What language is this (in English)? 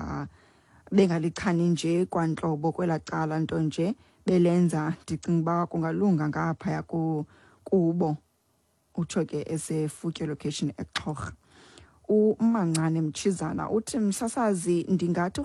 Xhosa